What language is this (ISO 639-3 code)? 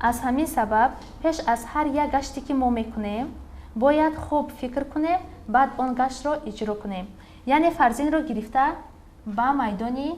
tgk